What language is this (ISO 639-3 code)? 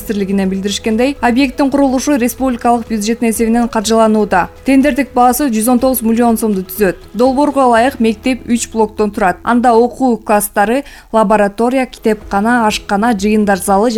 kir